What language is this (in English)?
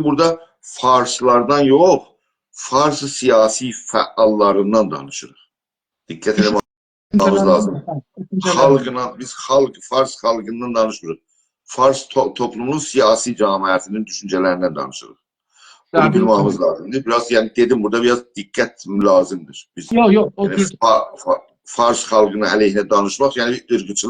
South Azerbaijani